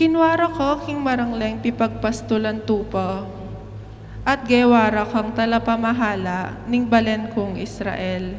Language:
Pampanga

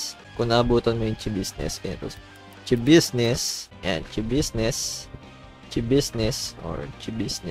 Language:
Filipino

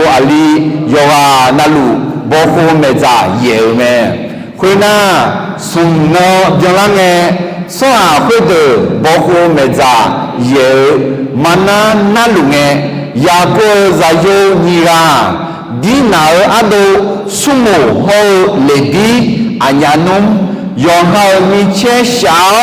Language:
Akha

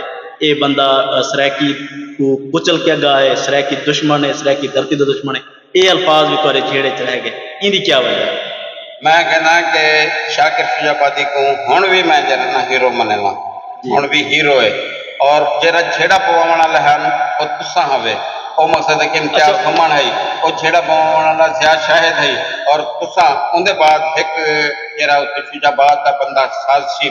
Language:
Saraiki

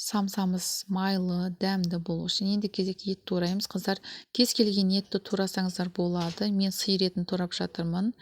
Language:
Kazakh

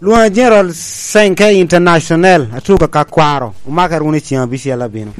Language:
Lango (Uganda)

